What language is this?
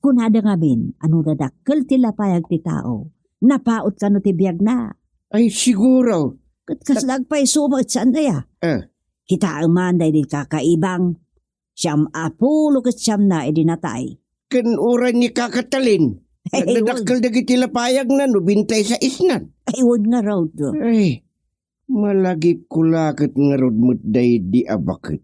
Iloko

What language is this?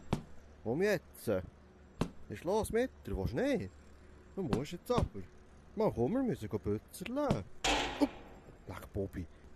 Swiss German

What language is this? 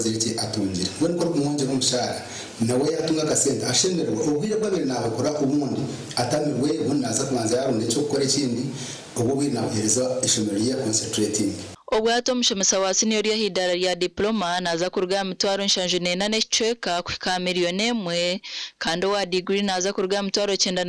Nyankole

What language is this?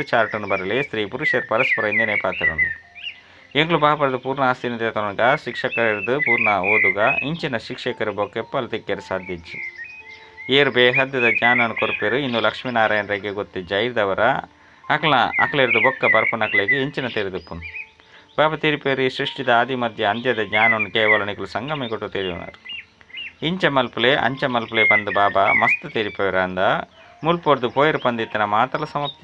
Tulu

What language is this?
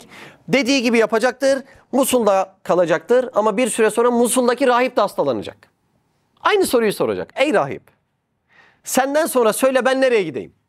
Turkish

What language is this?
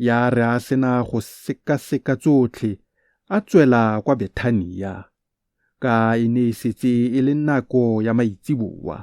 Tswana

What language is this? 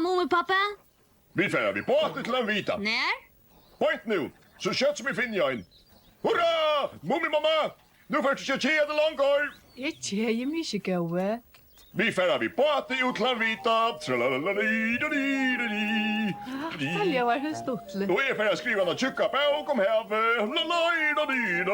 Faroese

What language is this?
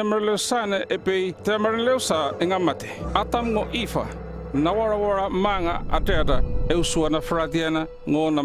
North Efate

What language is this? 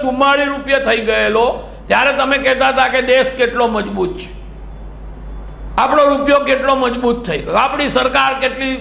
Gujarati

